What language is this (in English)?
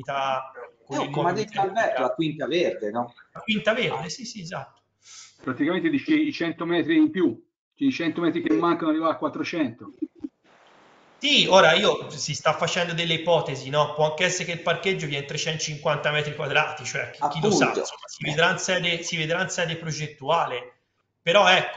Italian